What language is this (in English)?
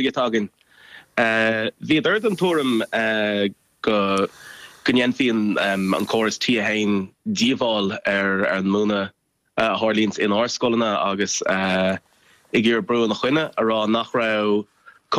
Irish